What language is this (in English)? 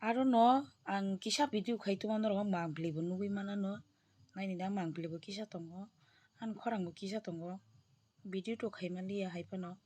Riang (India)